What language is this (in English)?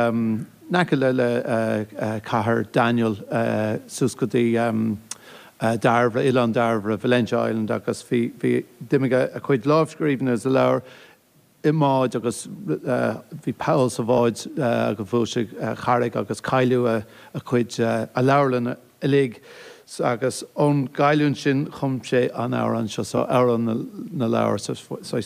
Irish